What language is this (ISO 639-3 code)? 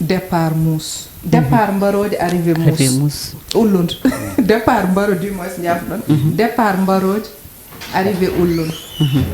ful